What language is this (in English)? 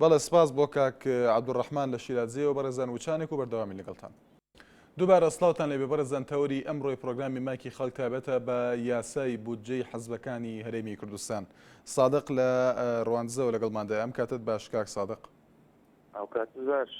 Central Kurdish